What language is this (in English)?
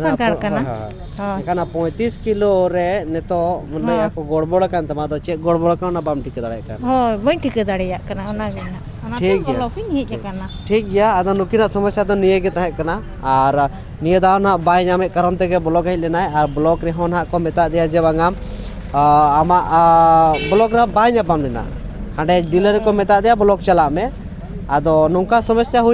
Santali